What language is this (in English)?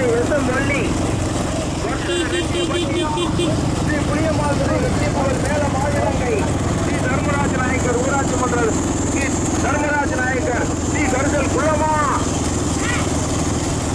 Tamil